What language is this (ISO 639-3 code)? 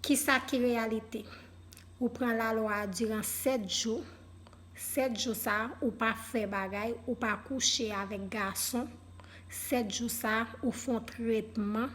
hat